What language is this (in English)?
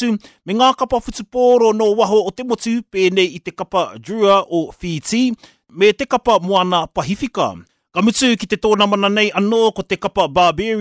Māori